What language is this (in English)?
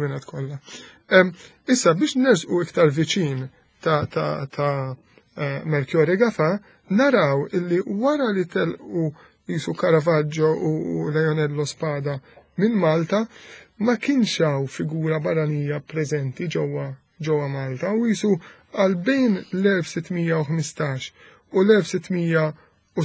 Maltese